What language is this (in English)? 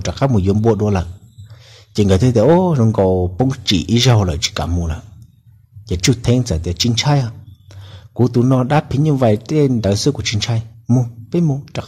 Hmong